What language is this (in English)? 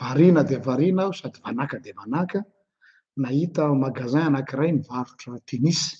Malagasy